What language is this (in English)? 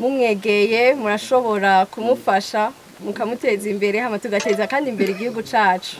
Rundi